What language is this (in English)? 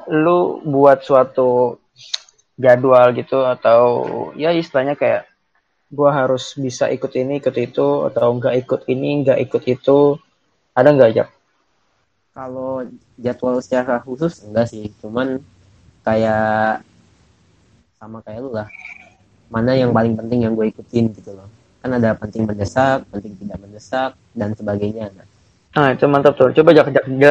Indonesian